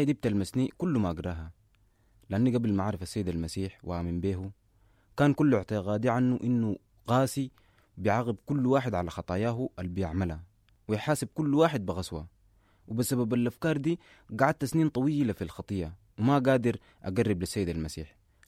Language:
Sudanese Arabic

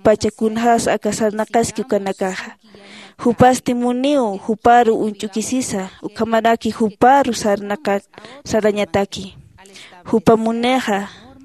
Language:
Aymara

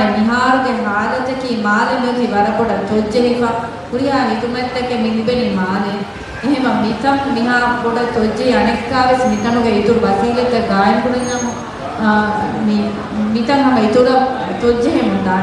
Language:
Divehi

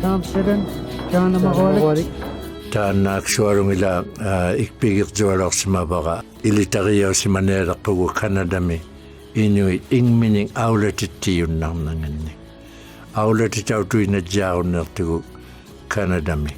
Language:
Inuktitut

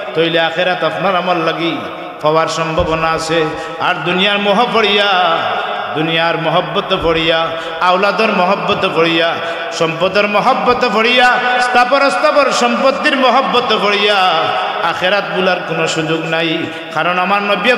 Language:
Sylheti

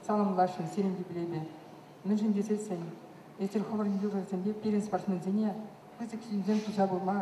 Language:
Chuvash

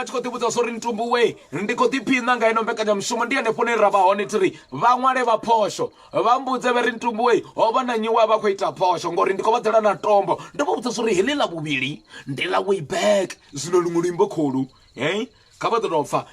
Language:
Venda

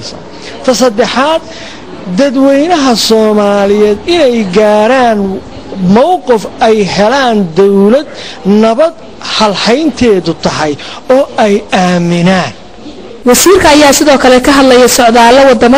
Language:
Somali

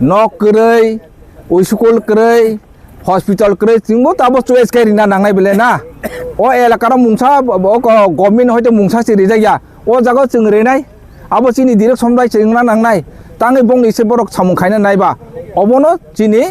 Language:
Kok Borok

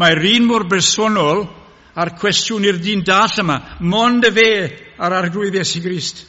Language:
Welsh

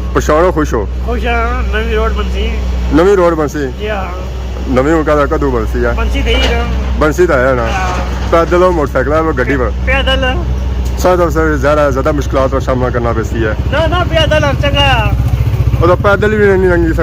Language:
Pahari-Potwari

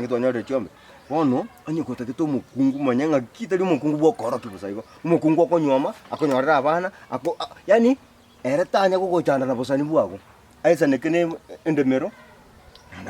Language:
Gusii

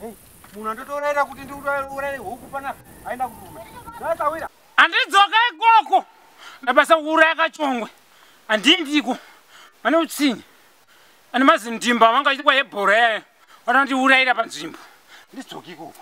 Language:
Shona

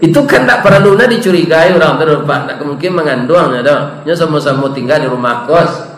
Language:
Minangkabau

